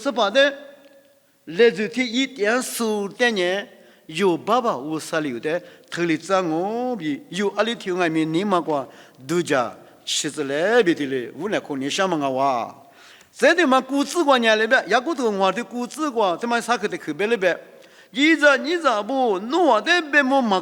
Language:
Lisu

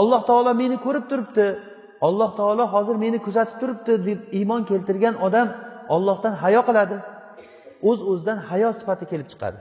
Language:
Uzbek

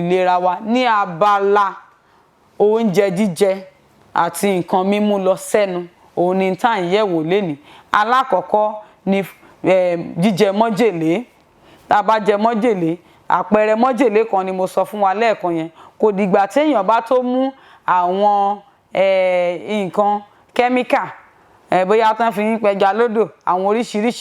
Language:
Yoruba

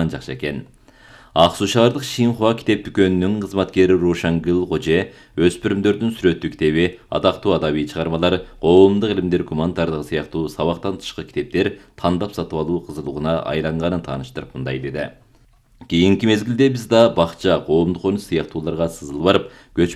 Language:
Kyrgyz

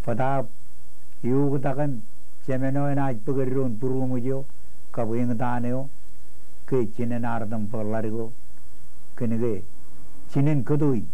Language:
Marshallese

